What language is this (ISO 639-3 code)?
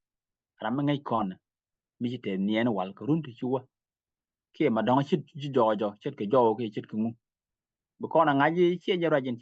nus